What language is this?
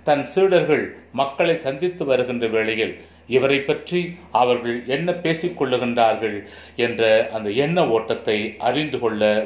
Tamil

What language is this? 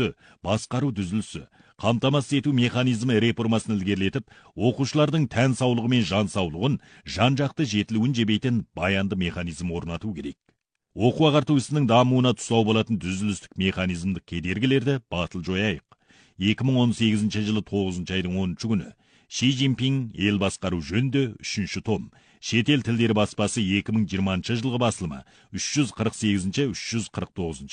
Kazakh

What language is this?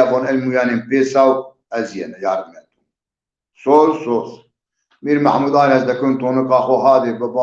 Zaza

